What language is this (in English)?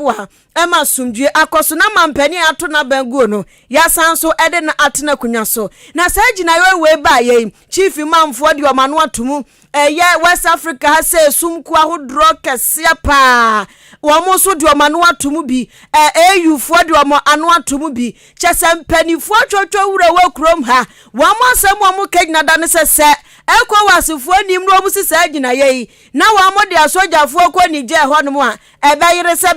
Akan